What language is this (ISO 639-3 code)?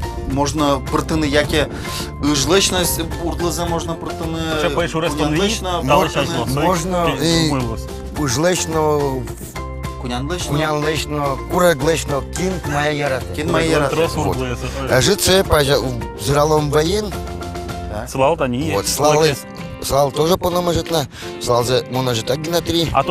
udm